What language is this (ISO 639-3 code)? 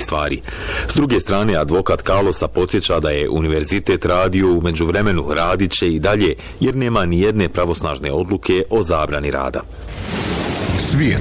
bos